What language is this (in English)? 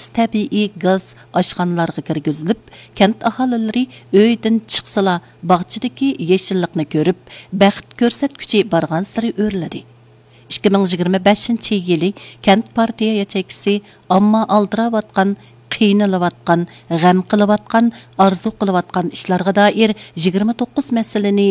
Uyghur